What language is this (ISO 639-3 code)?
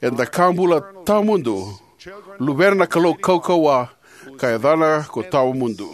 fij